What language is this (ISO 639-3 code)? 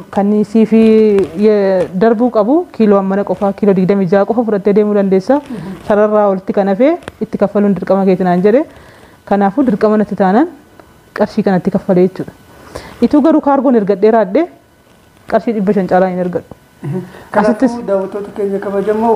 orm